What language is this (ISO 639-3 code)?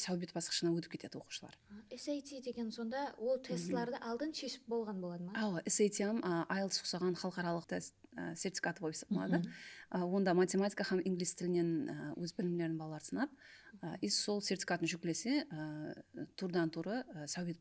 kaa